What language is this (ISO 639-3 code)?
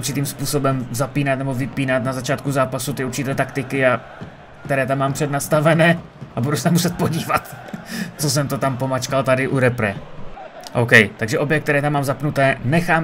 ces